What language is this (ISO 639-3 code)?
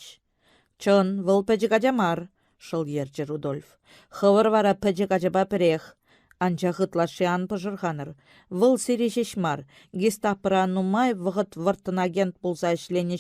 chv